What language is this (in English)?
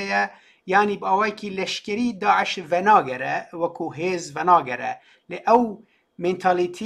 Kurdish